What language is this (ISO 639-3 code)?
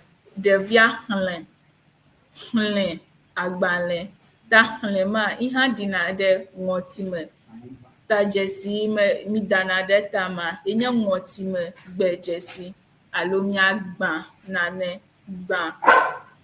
ewe